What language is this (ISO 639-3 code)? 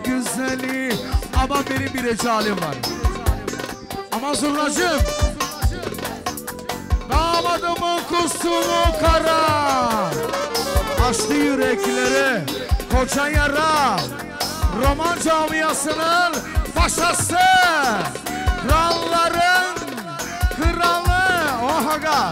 tur